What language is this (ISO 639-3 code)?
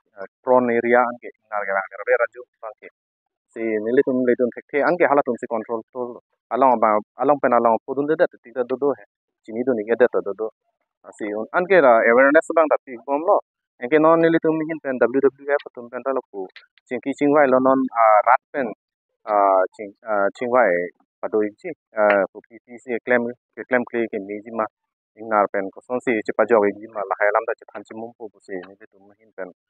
mjw